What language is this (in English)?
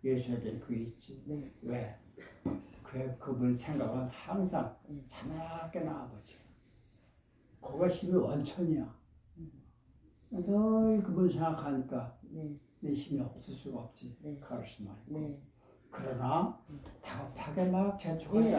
Korean